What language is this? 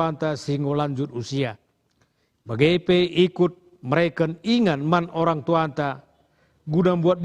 Batak Karo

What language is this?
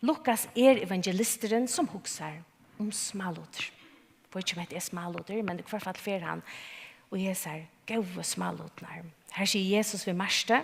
Faroese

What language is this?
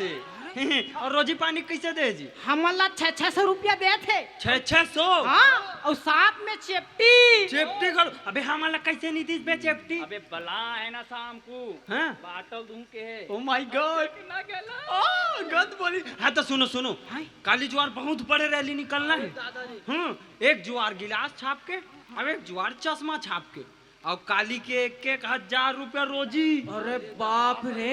Chhattisgarhi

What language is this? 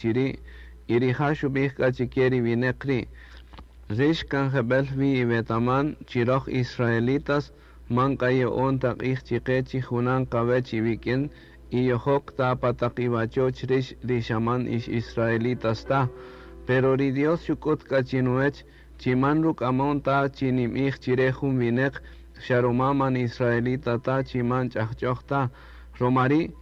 Kaqchikel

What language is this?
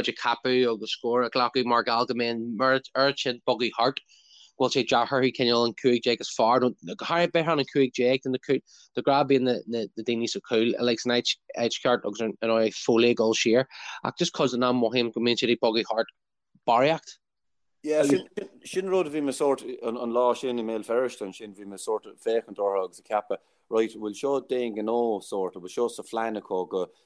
Irish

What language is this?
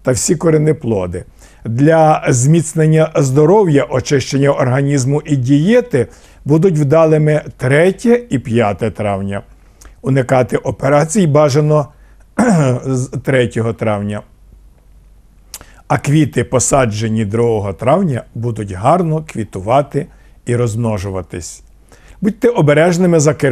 Ukrainian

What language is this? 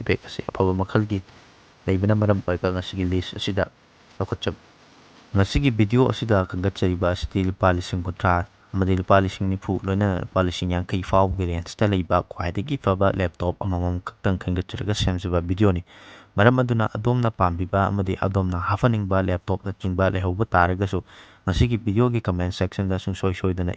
Manipuri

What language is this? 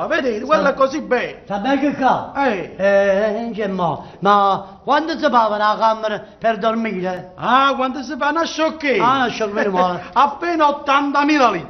Neapolitan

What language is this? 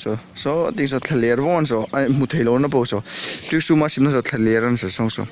Hmar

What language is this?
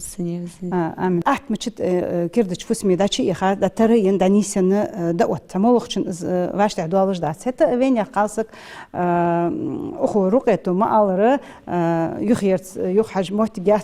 Ingush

